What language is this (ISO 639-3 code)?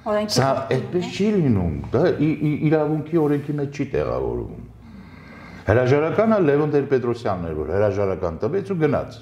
hye